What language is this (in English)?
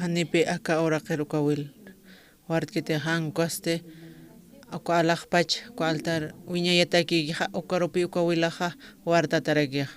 Aymara